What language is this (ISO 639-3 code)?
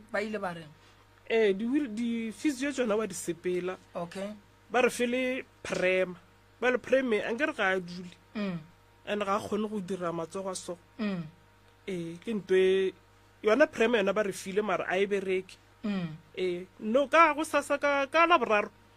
nso